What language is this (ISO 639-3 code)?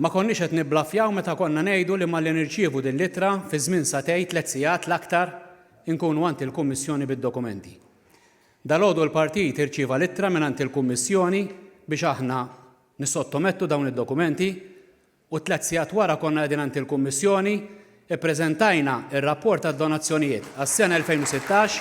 mlt